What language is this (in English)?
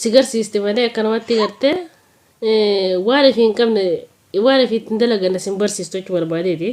Oromo